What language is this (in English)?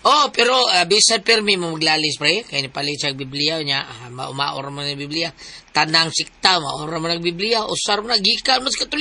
Cebuano